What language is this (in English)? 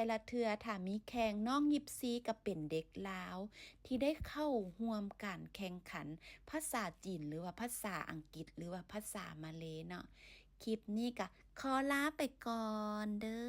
Lao